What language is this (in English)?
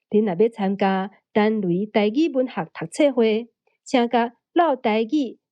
Min Nan Chinese